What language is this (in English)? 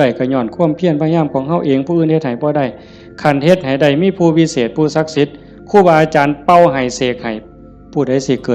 Northeastern Thai